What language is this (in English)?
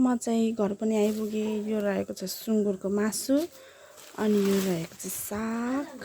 Nepali